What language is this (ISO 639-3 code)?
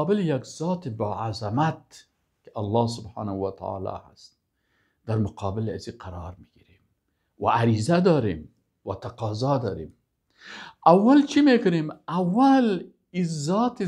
fas